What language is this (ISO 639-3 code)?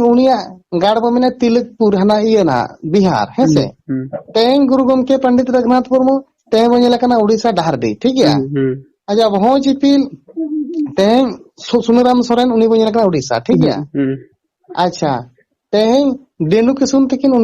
sat